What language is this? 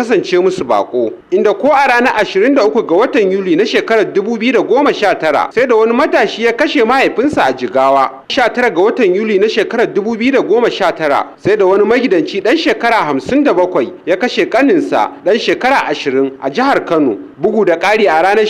Hausa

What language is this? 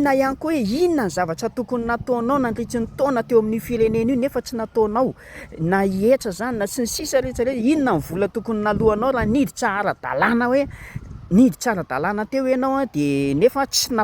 Malagasy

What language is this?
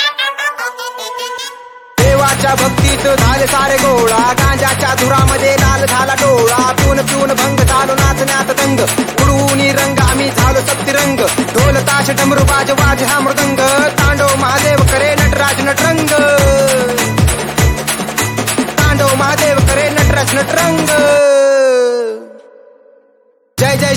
Marathi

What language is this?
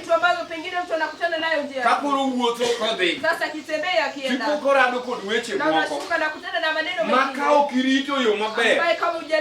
Luo (Kenya and Tanzania)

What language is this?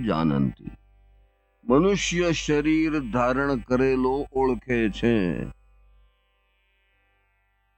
Gujarati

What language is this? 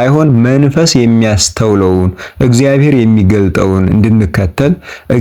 Amharic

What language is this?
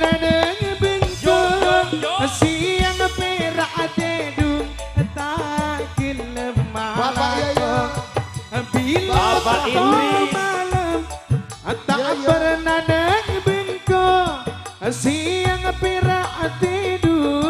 Madurese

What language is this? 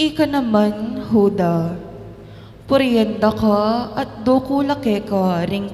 Pampanga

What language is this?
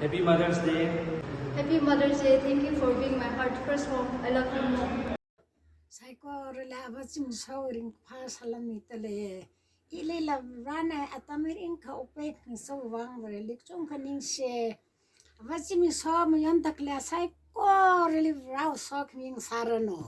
Tangkhul Naga (India)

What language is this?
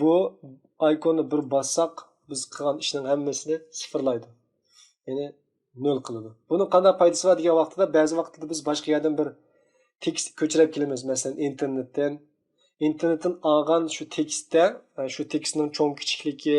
Uyghur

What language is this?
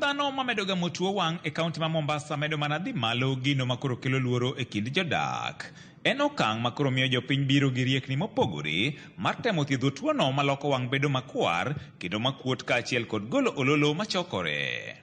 Luo (Kenya and Tanzania)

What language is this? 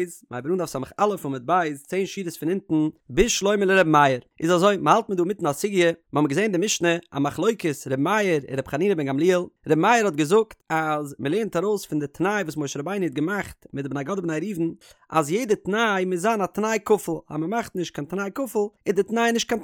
Yiddish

